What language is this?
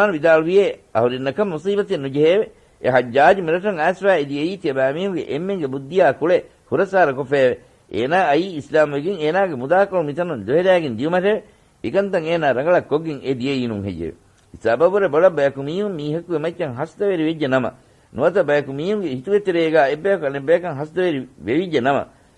Divehi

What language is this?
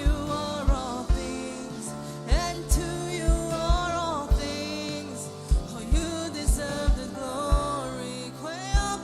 Marshallese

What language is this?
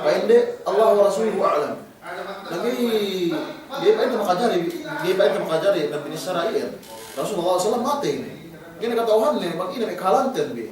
Yakan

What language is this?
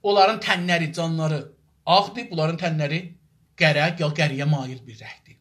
South Azerbaijani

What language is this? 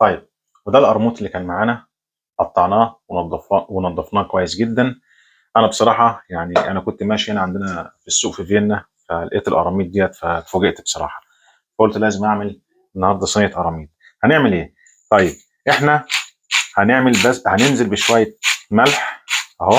Egyptian Arabic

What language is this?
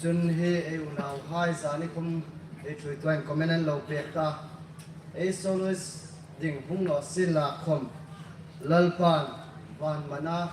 Hmar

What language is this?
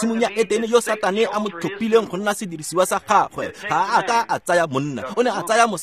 Tswana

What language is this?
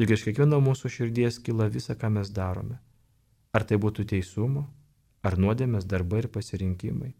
Lithuanian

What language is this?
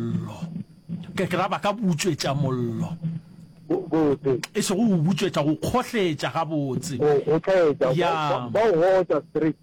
Northern Sotho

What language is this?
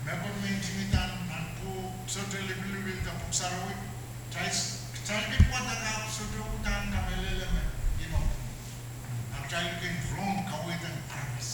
Pohnpeian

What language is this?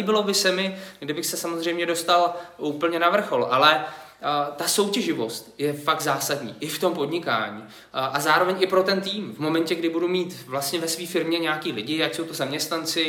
Czech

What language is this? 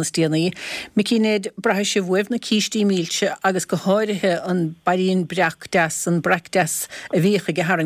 Irish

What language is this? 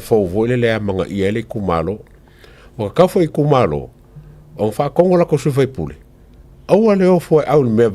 Samoan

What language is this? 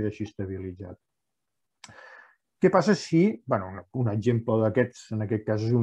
Catalan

